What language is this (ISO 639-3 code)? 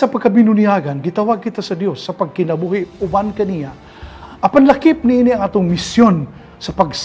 ceb